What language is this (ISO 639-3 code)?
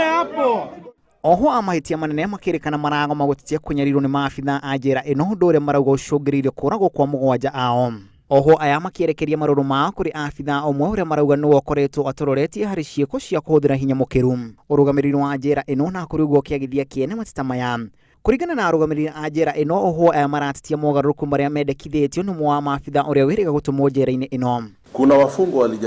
kik